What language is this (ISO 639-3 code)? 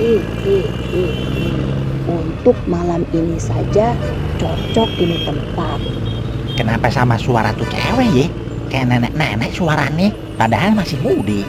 bew